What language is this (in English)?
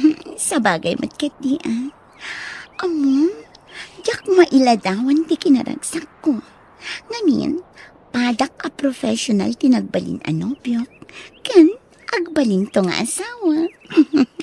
Iloko